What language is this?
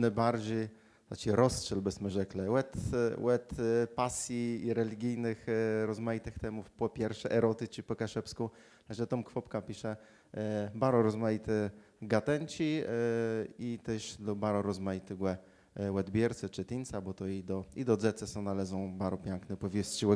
Kashubian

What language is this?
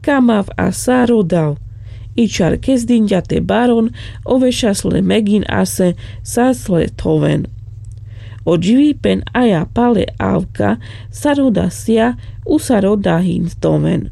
Carpathian Romani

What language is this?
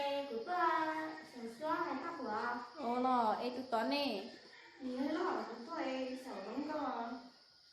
Hmong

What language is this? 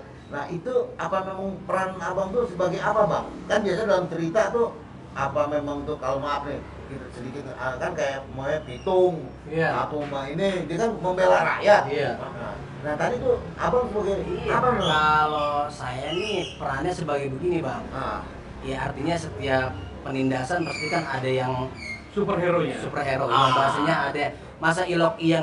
Betawi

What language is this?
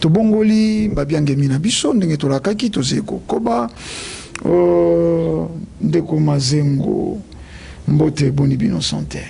Lingala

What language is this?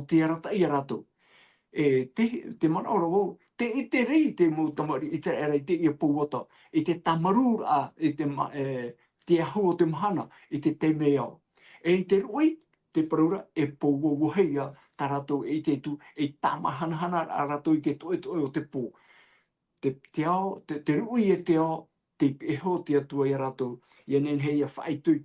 Tahitian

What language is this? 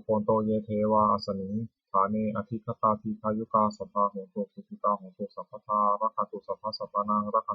Pali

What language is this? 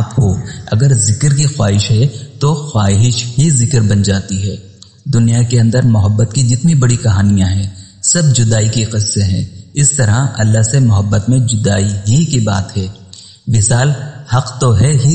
Urdu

